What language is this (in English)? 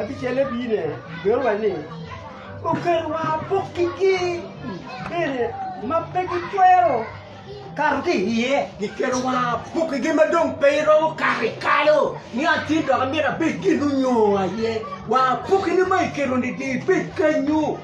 Acoli